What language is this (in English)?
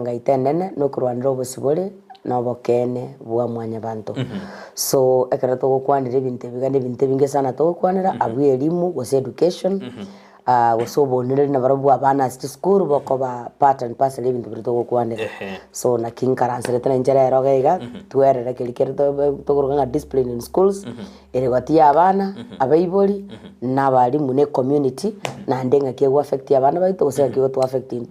Gusii